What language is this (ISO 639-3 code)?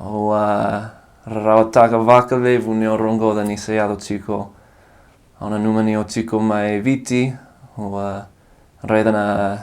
fij